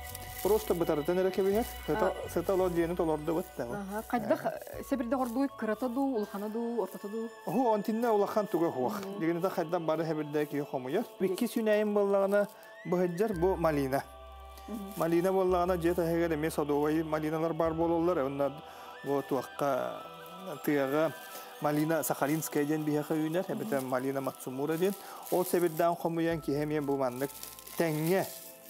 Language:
Yakut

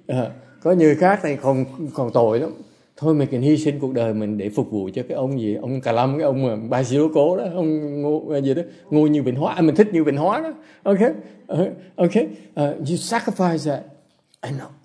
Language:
Vietnamese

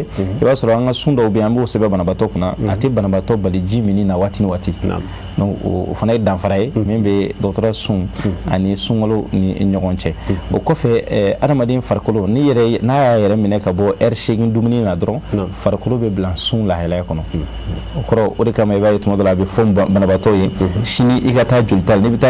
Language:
Bambara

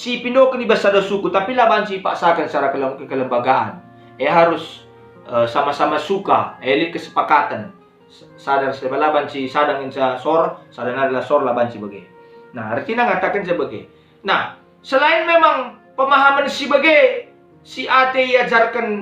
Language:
Batak Karo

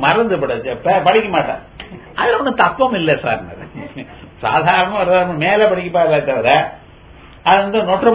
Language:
Tamil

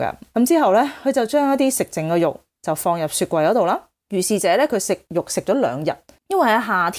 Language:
Cantonese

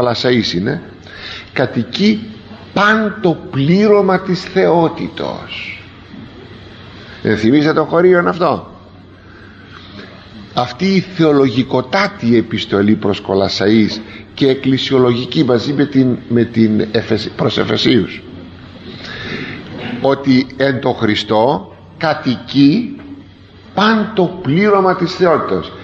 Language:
Greek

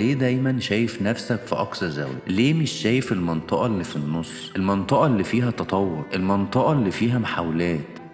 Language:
Egyptian Arabic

